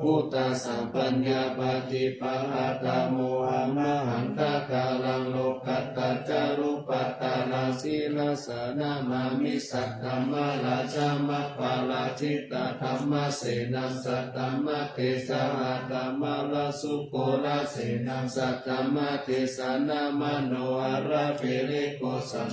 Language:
Pali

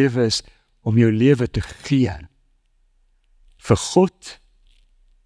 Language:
Afrikaans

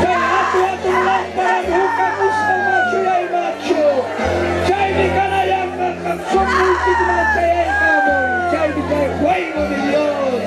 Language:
Ayacucho Quechua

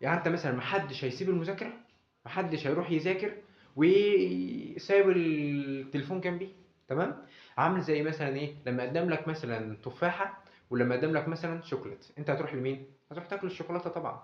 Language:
Egyptian Arabic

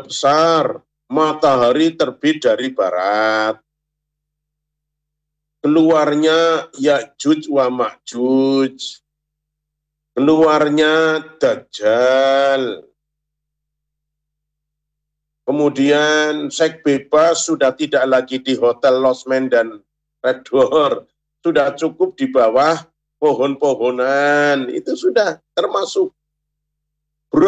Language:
Indonesian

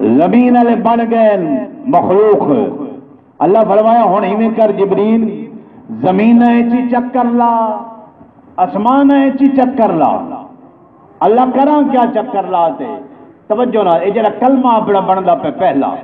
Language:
Saraiki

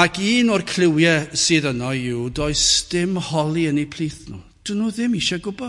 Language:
Welsh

